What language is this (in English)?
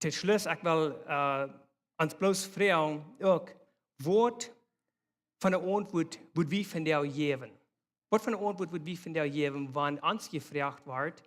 Plautdietsch